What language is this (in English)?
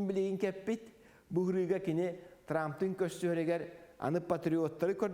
Yakut